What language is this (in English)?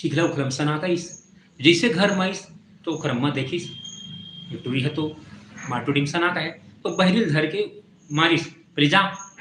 Chhattisgarhi